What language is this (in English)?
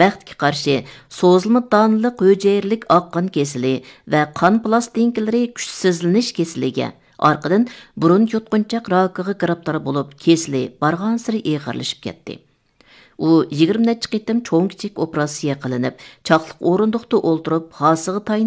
Uyghur